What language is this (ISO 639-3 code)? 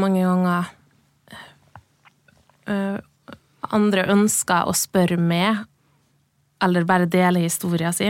nor